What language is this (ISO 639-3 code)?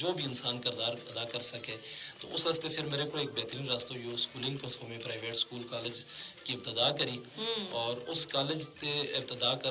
gju